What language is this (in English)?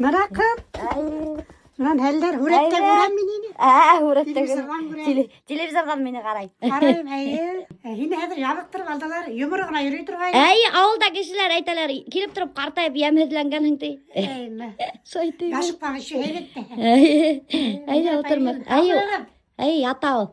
Bashkir